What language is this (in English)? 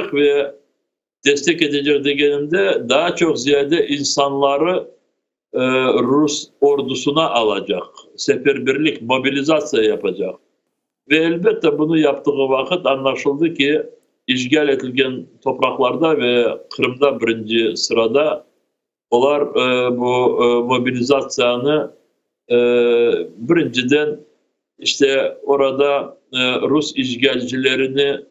Crimean Tatar